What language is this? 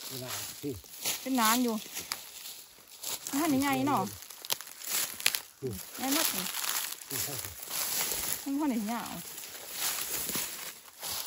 Thai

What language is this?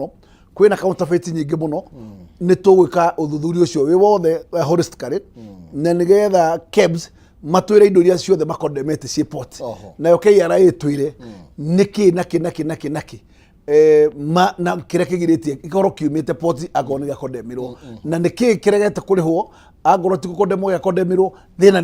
Kikuyu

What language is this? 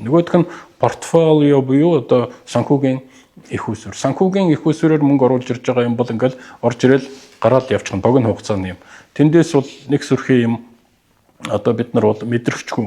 Mongolian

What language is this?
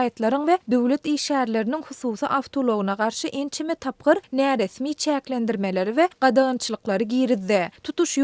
Turkmen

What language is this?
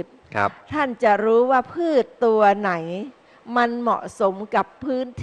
Thai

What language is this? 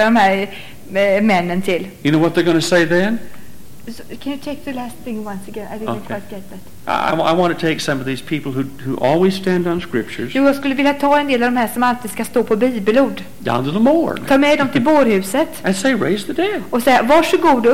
Swedish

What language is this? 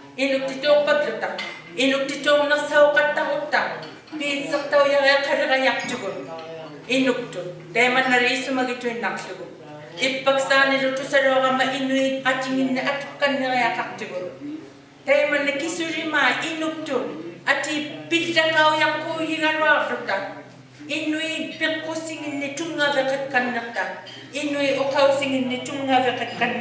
Inuktitut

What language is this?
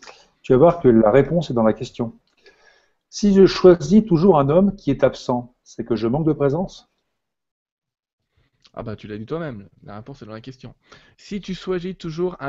French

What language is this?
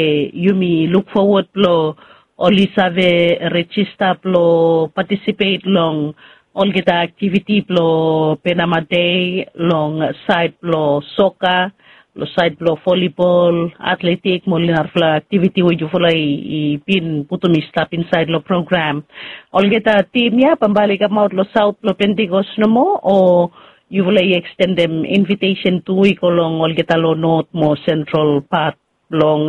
Bislama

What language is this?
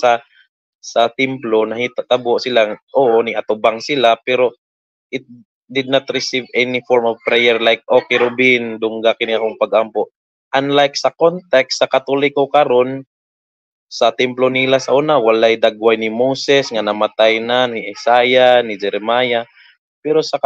Cebuano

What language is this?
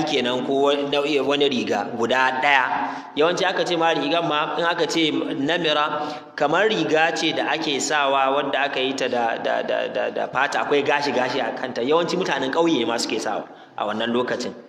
Hausa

